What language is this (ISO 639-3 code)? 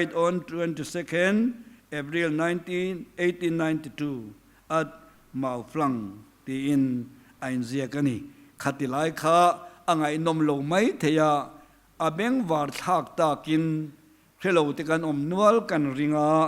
lus